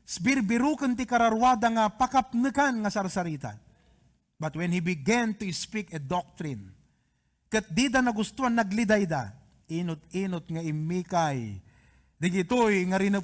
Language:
Iloko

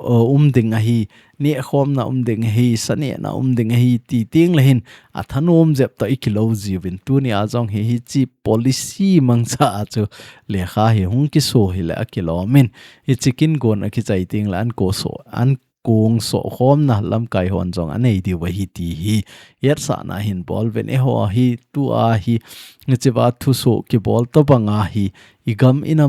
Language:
Thado Chin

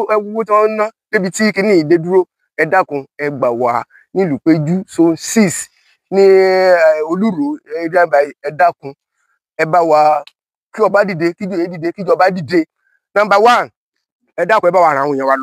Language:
Yoruba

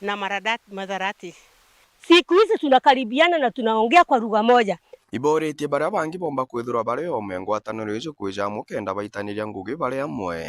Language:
Meru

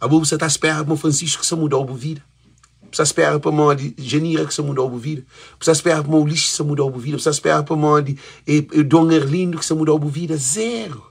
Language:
Kabuverdianu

